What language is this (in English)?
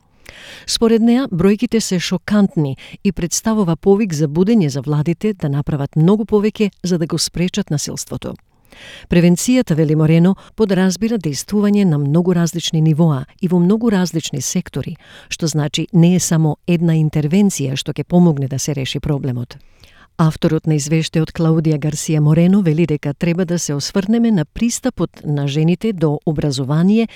Macedonian